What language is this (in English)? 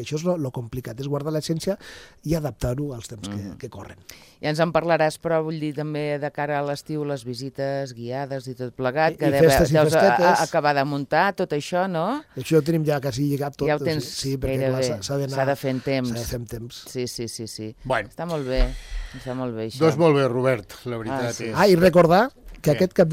Catalan